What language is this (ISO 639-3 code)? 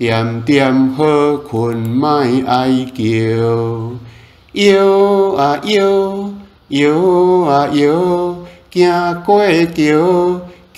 nan